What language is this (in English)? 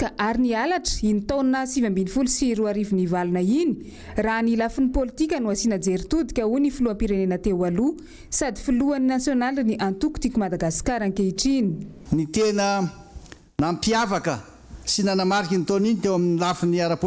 Malagasy